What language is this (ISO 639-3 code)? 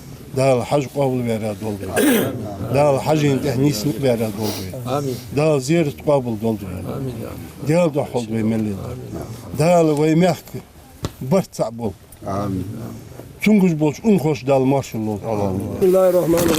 inh